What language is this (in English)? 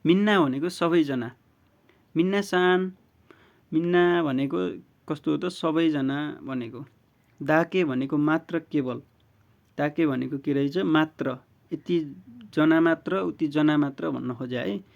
Nepali